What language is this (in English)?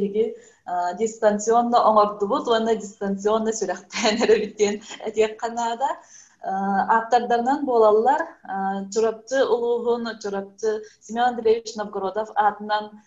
Yakut